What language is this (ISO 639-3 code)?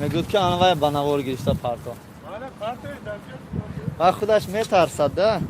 tgk